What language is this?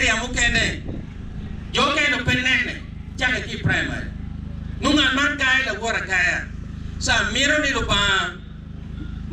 Acoli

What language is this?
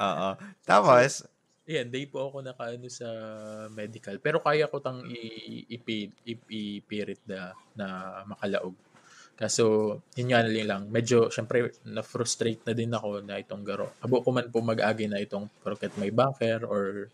Bikol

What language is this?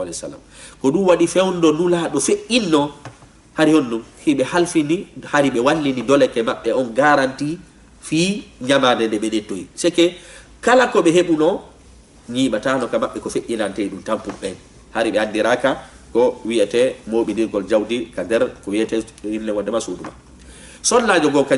Fula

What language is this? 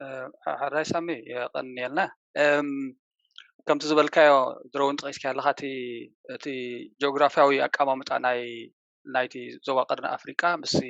Tigrinya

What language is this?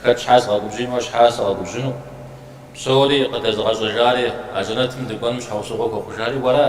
Kabardian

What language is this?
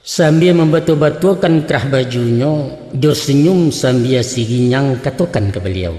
Minangkabau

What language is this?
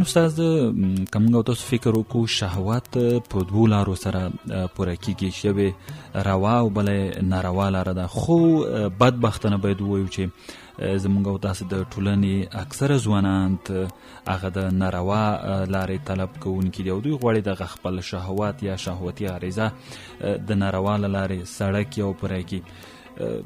Pashto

